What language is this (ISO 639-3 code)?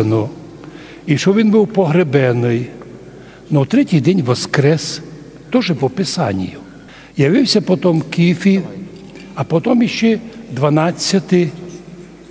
rue